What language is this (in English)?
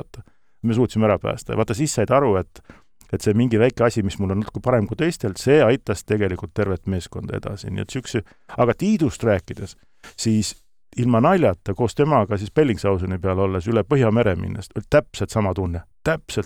Estonian